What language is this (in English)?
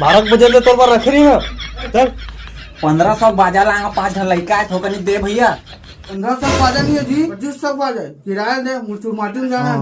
Chhattisgarhi